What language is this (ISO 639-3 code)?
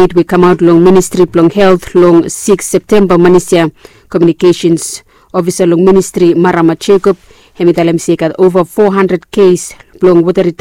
bis